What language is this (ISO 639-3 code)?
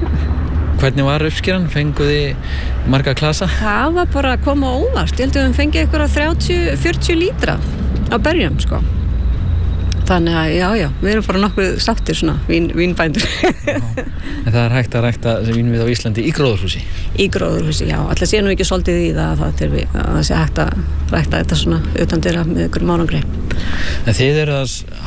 isl